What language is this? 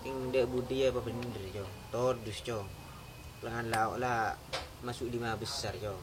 Madurese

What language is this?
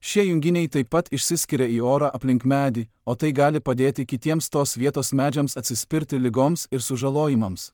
Lithuanian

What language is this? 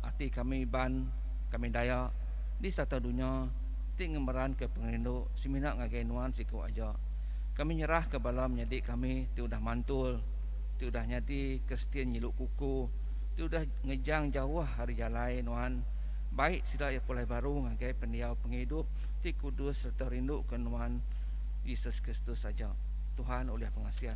Iban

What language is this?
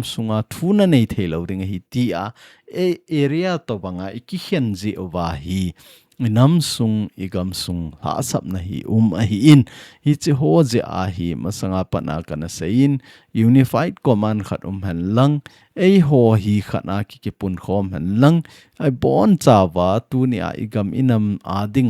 Thado Chin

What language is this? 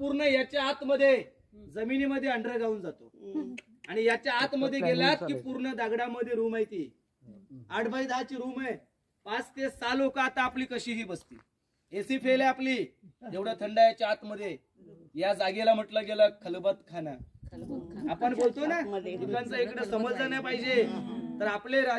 Marathi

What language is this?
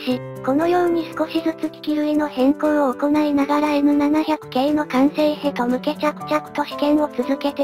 Japanese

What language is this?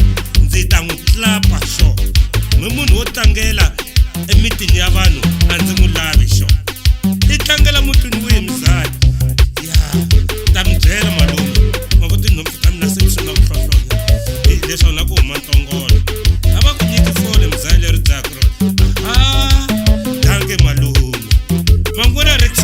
Tsonga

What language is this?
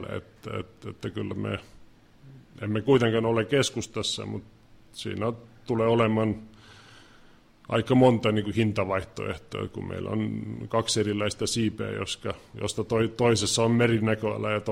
Finnish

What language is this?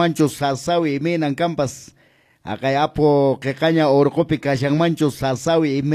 Quechua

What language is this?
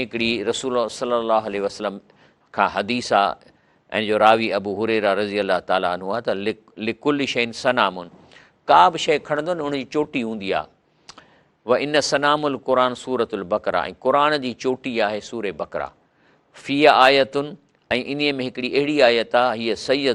Sindhi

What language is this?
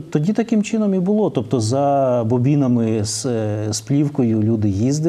Ukrainian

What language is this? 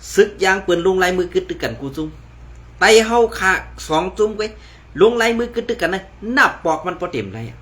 Shan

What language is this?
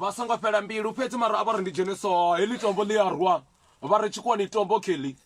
Venda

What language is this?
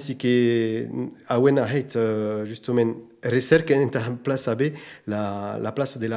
Occitan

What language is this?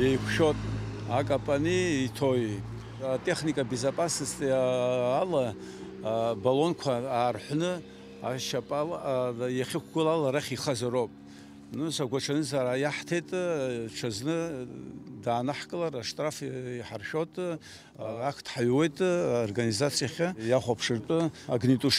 Abkhazian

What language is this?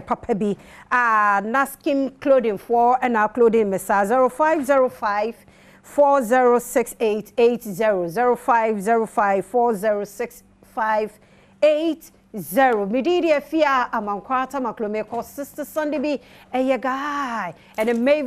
Akan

